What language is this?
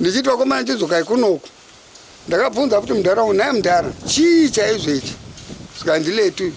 Shona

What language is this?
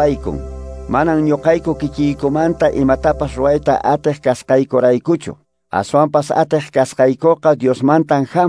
Quechua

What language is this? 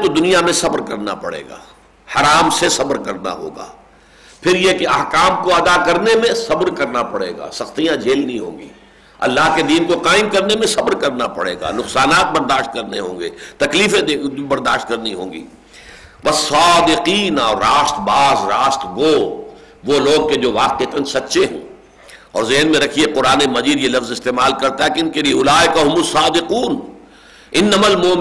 Urdu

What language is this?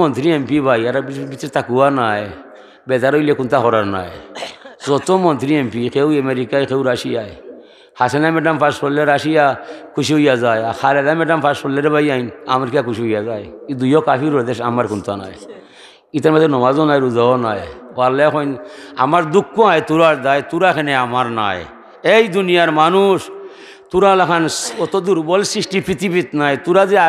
Sylheti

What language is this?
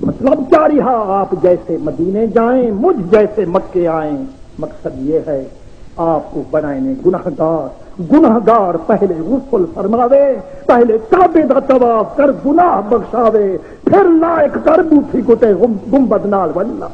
Saraiki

